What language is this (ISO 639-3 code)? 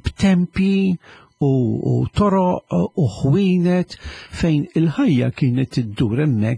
mlt